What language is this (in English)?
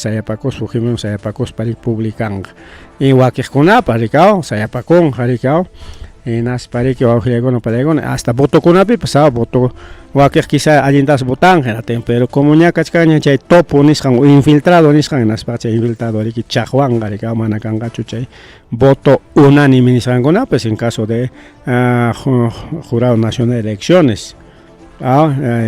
Ayacucho Quechua